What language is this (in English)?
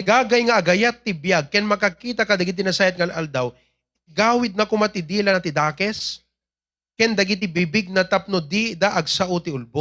Iloko